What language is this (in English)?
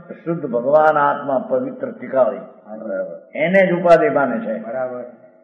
Gujarati